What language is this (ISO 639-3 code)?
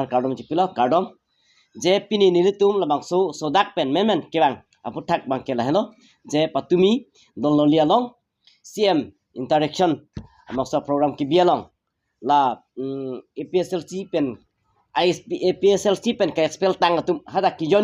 mjw